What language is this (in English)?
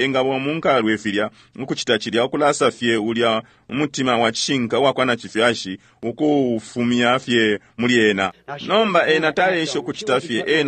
Bemba